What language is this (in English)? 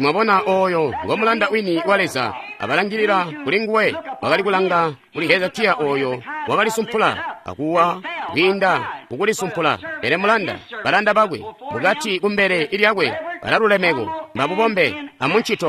Tonga (Zambia)